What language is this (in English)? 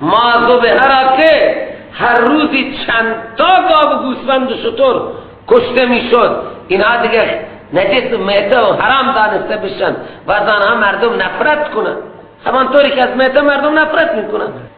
Persian